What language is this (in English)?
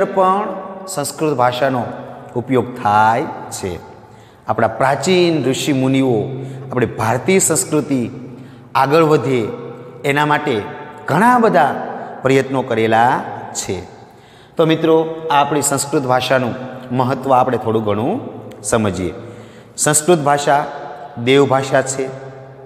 Gujarati